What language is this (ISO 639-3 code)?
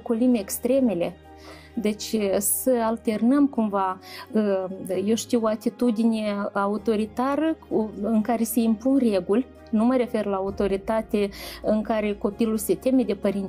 ron